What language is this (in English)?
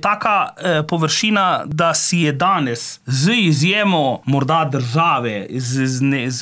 Slovenian